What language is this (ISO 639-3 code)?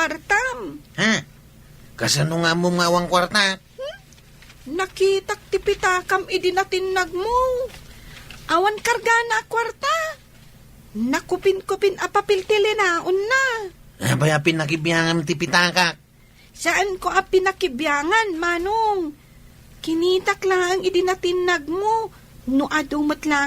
ilo